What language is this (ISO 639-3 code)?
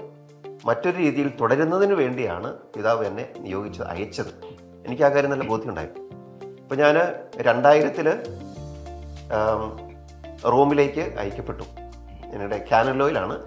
mal